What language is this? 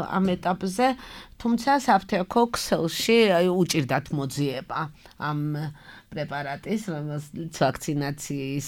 Georgian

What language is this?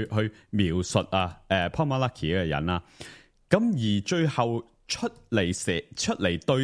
Cantonese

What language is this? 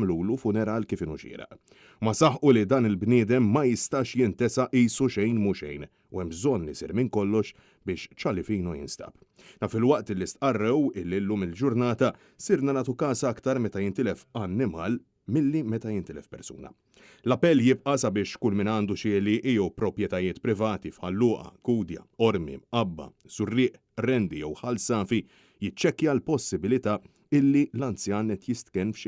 Maltese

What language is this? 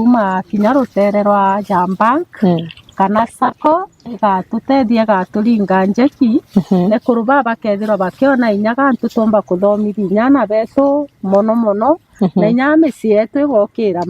Meru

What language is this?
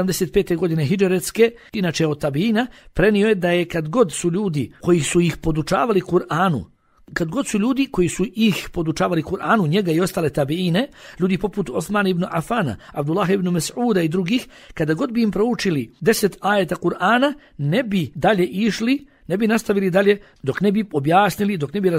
Bosnian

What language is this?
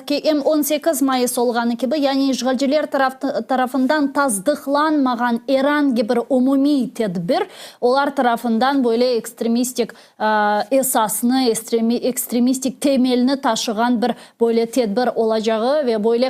Crimean Tatar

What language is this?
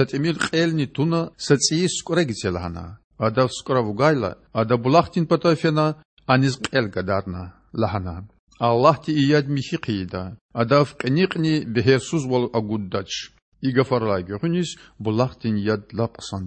Lezghian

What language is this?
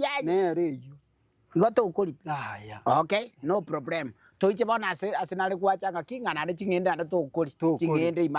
Gusii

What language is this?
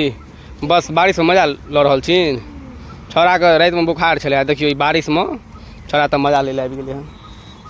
Maithili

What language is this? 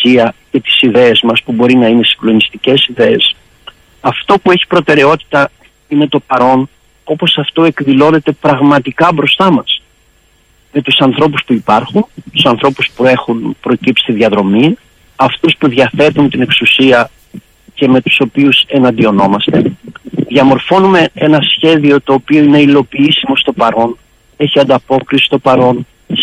Greek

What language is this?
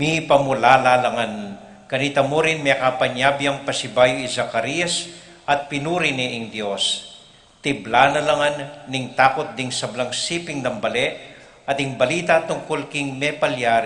Pampanga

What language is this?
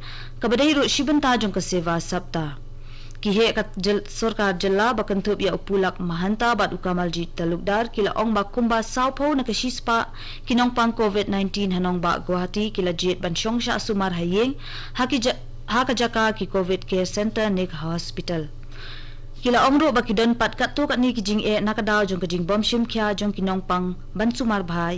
Khasi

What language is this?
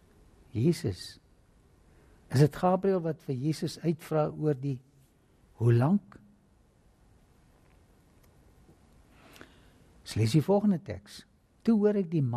Afrikaans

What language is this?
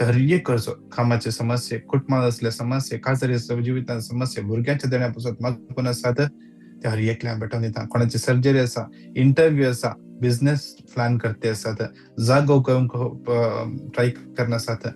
Konkani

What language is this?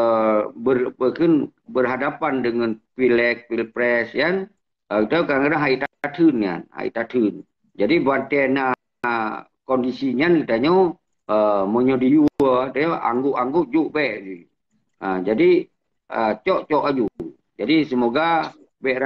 Achinese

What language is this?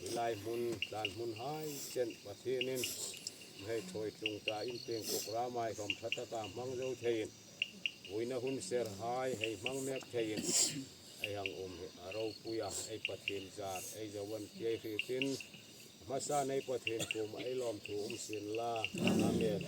Hmar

